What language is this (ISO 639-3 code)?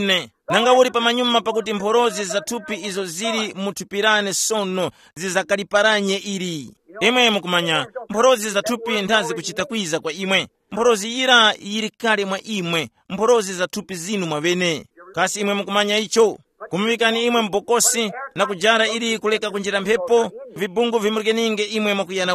tum